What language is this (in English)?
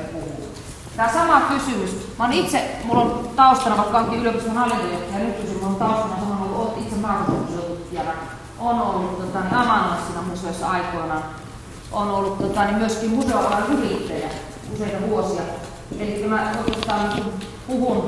Finnish